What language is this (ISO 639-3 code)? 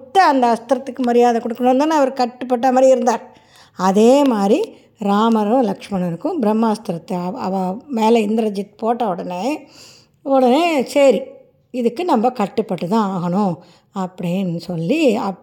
tam